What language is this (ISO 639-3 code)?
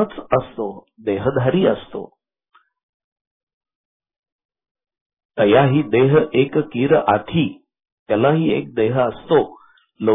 mar